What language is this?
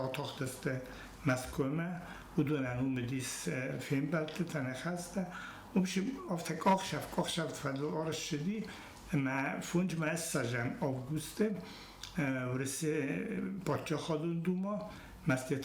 Ossetic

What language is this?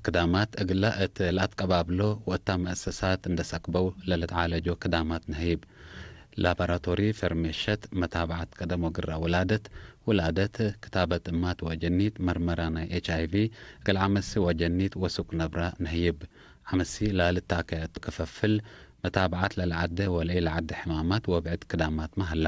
Tigre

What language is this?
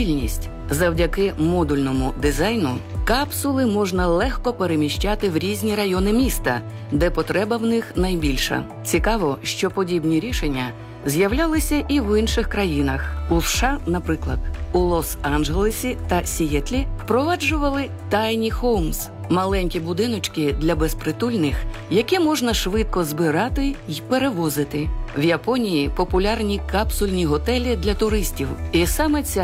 Ukrainian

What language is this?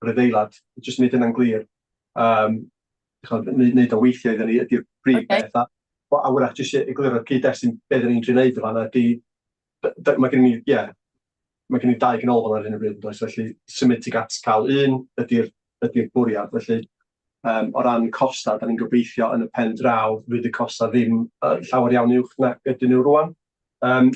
Welsh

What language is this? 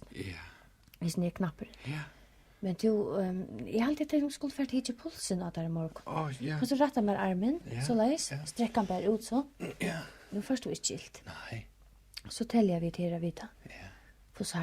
Faroese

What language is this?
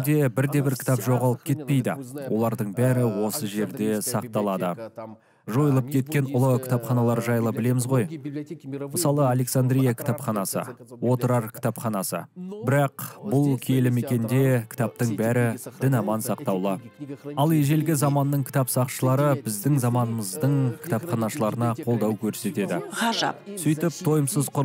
Kazakh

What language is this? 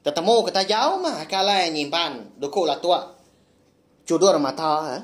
Iban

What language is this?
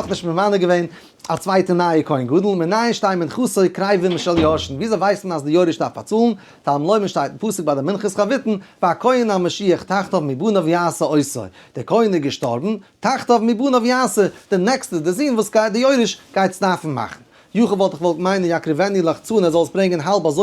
Yiddish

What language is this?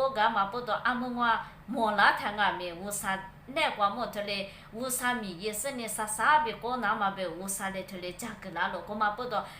Lisu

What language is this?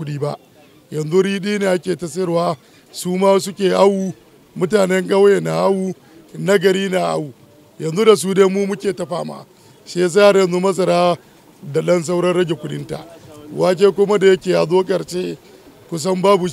Hausa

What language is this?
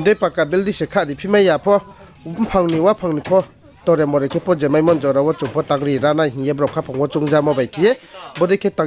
Riang (India)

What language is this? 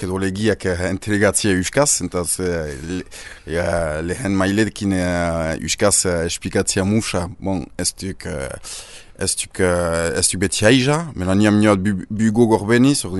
Basque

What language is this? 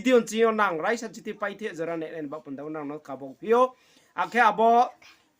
Riang (India)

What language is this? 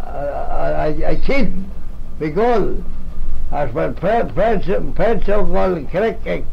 Manx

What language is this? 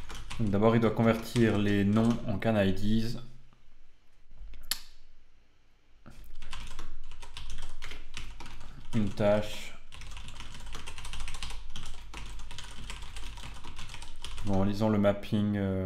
French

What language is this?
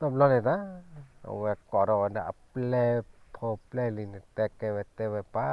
S'gaw Karen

